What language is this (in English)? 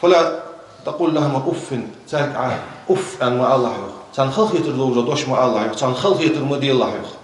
Ingush